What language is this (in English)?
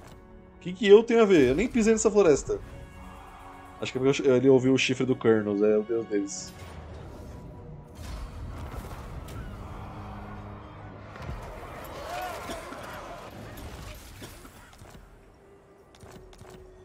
Portuguese